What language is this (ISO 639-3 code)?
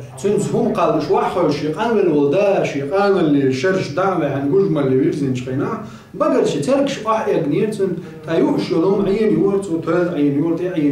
che